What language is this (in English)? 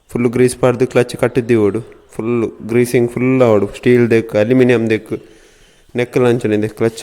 Tulu